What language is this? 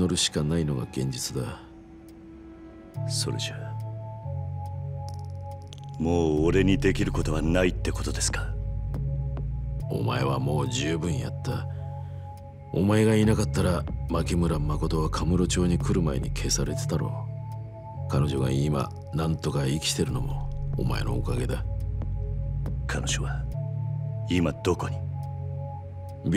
Japanese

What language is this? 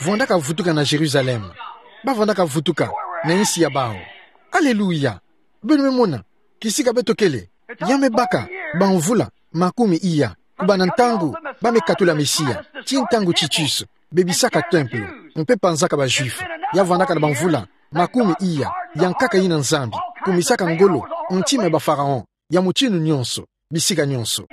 Kituba (Democratic Republic of Congo)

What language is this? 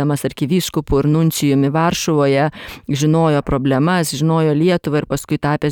Lithuanian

